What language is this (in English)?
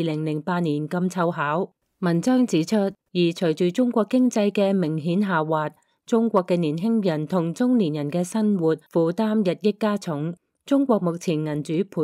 Cantonese